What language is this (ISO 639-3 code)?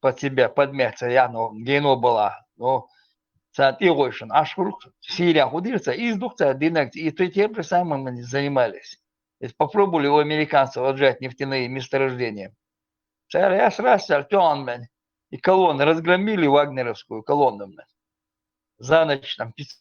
che